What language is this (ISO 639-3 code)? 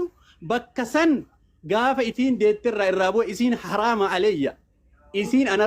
orm